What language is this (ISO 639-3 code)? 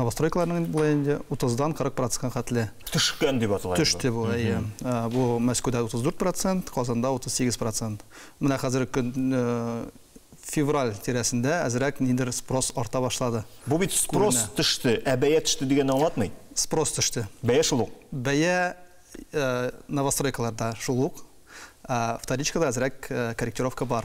tat